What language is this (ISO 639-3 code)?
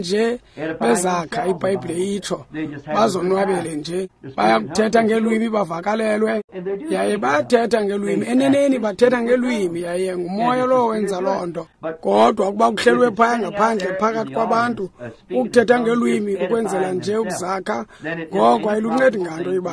xho